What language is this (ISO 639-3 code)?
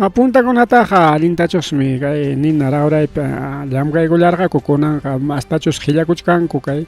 quy